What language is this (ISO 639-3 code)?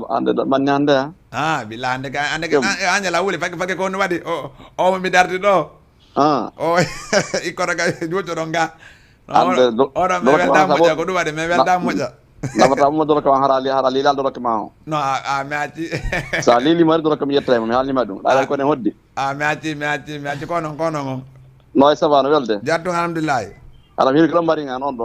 ful